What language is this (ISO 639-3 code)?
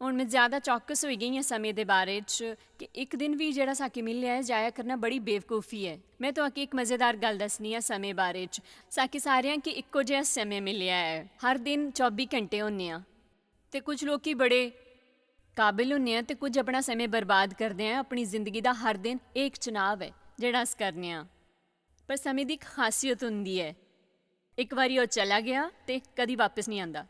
doi